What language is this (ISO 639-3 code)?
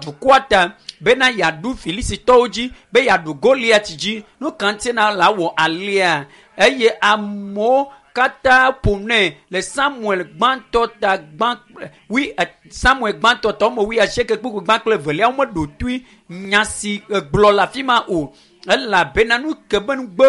ewe